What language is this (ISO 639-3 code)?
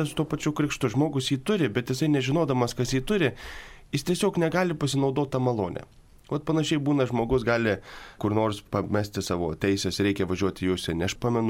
lit